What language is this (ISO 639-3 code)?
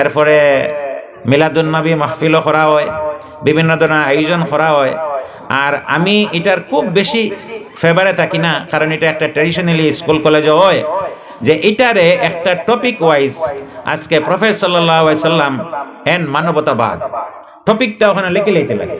syl